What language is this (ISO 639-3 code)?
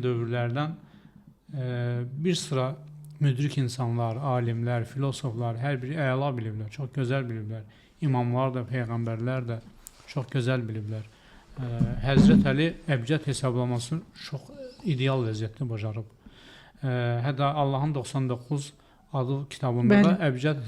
aze